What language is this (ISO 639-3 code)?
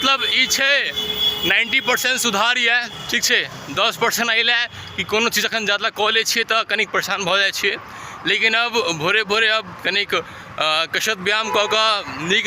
mai